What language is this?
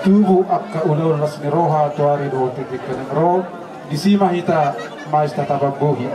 Batak Toba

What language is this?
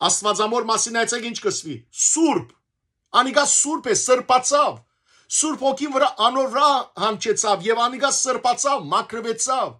Western Armenian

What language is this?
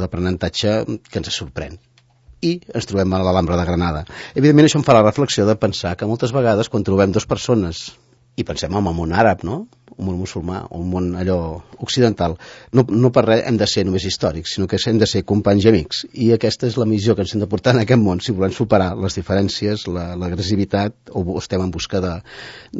Catalan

